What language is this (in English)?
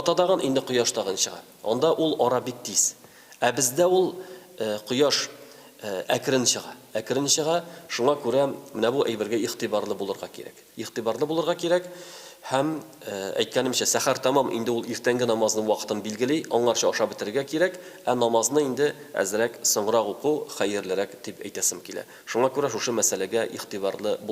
Tatar